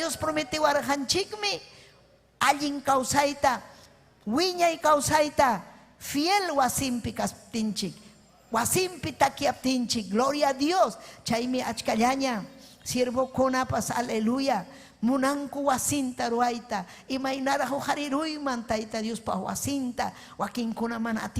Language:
Ayacucho Quechua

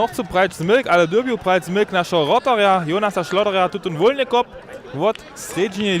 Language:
Upper Sorbian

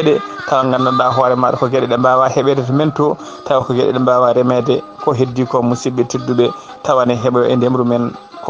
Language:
Fula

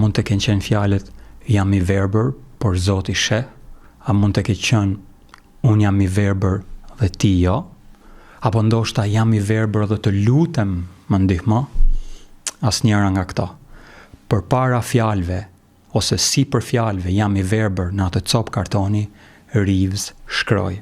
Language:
Albanian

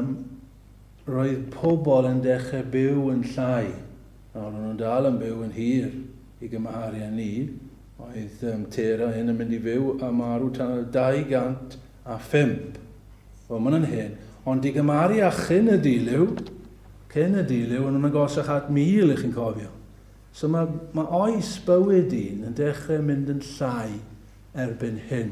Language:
Welsh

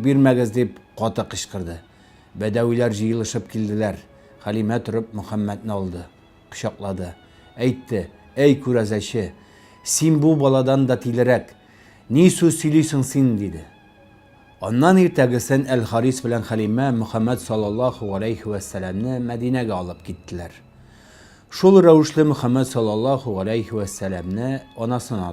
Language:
Tatar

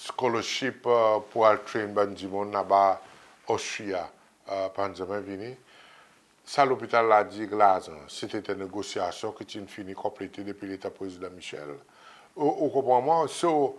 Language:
Seselwa Creole French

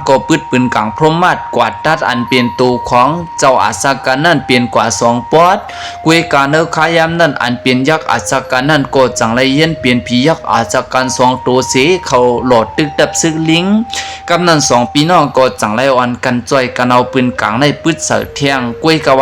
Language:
Lao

